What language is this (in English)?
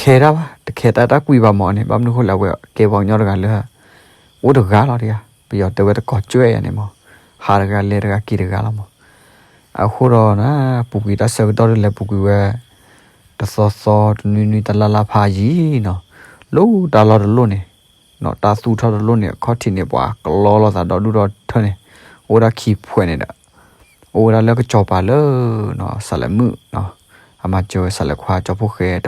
S'gaw Karen